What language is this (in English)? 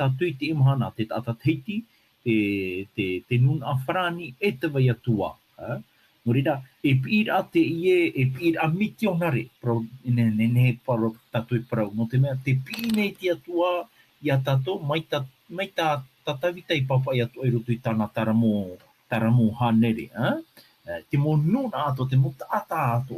Tahitian